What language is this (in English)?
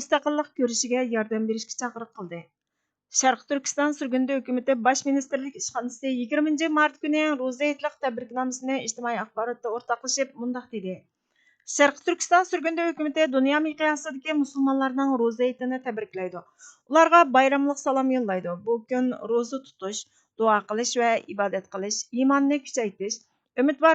Uyghur